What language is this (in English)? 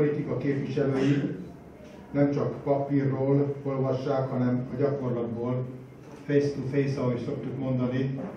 Hungarian